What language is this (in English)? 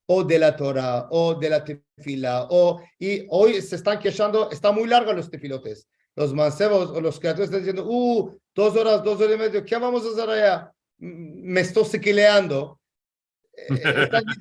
Ladino